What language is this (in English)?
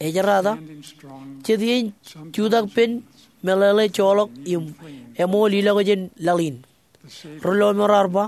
Marshallese